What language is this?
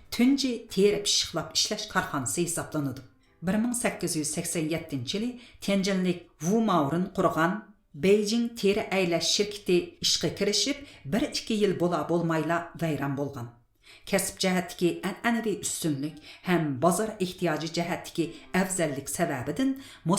Uyghur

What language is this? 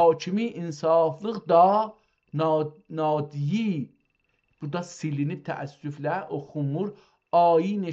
South Azerbaijani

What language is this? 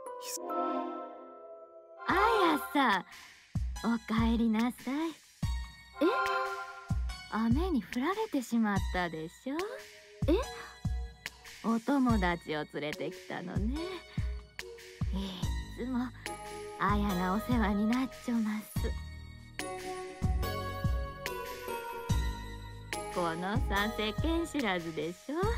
Japanese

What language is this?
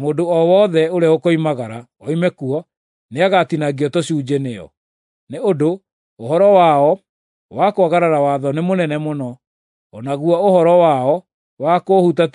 Kikuyu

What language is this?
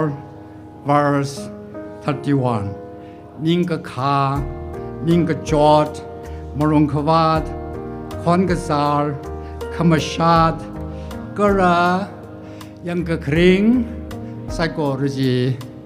Tangkhul Naga (India)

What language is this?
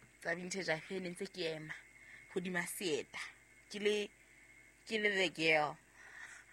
Southern Sotho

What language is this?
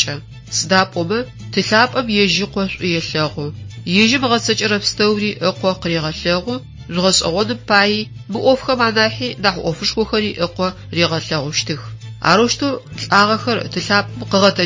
Adyghe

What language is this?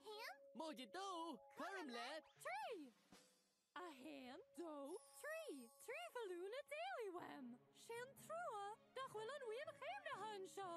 Irish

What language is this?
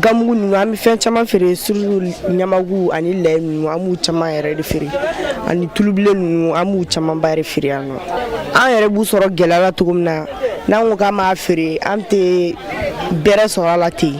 Bambara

